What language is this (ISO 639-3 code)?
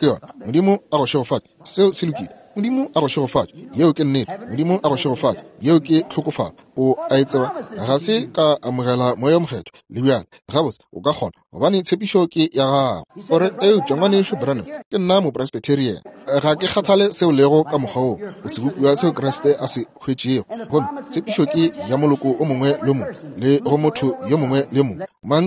nso